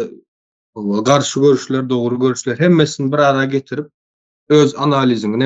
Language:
Turkmen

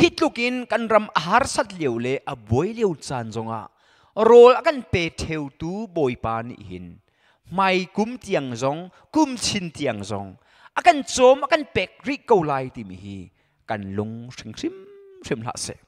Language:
Hakha Chin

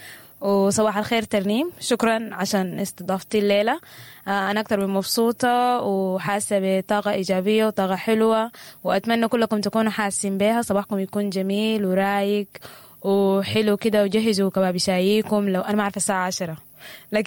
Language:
Sudanese Arabic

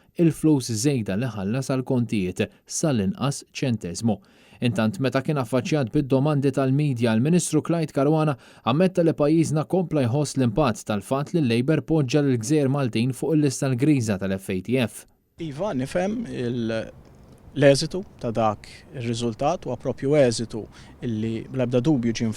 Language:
Maltese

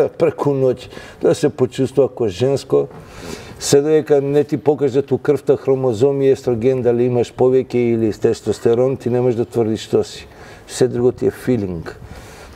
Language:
Macedonian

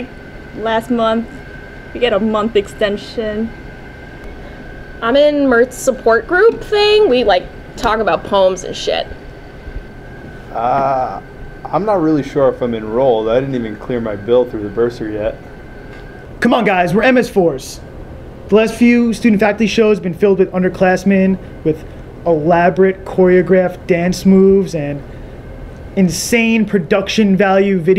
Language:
English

